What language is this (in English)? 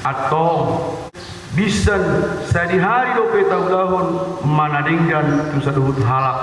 Batak Toba